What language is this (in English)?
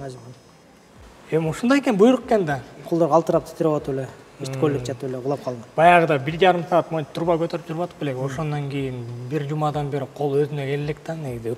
Kyrgyz